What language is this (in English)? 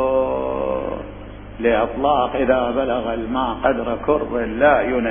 Mesopotamian Arabic